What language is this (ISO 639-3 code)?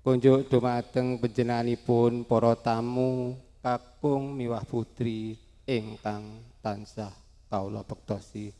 jav